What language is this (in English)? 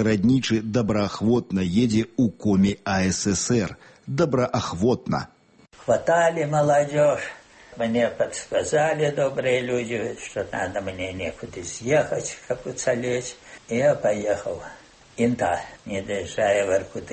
Belarusian